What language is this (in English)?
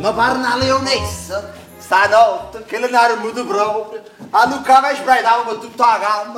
Neapolitan